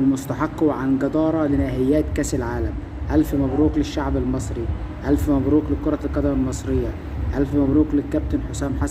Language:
Egyptian Arabic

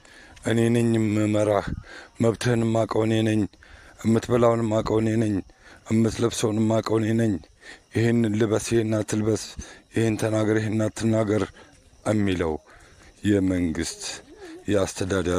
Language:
Amharic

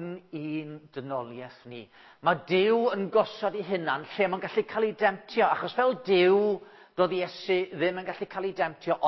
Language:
Welsh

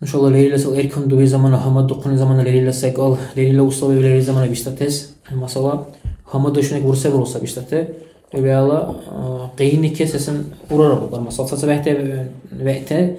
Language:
Dargwa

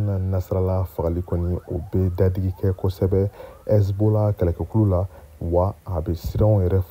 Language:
Bambara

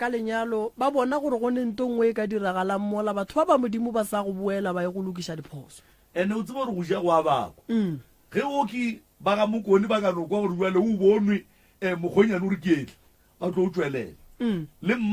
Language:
Northern Sotho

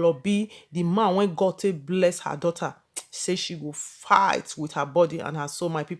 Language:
Nigerian Pidgin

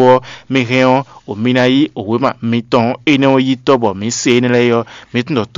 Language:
Fon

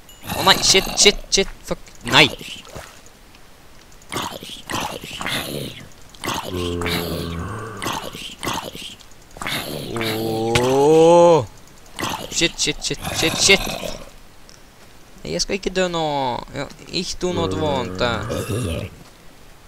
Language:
Norwegian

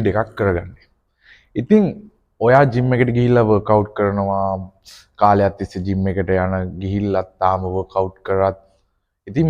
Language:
Sinhala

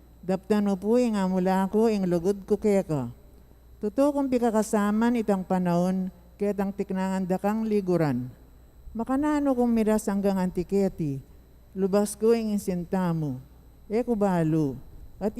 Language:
Pampanga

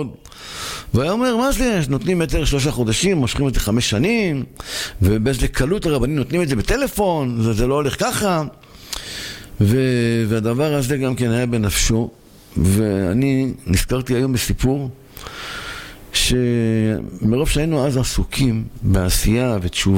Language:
Hebrew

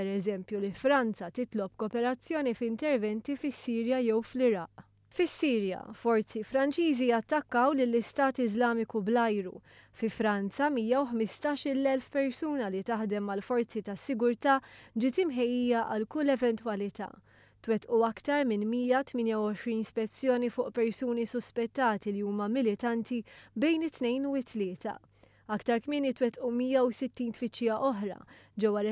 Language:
Maltese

